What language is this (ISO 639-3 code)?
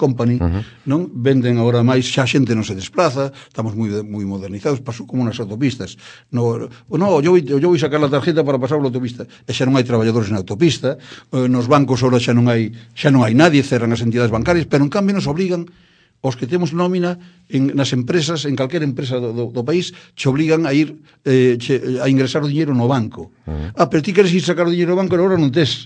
glg